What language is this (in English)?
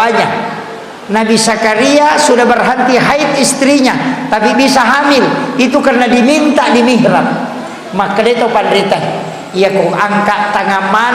Buginese